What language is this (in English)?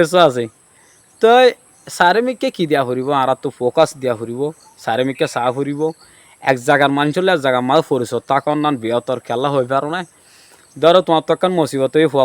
Rohingya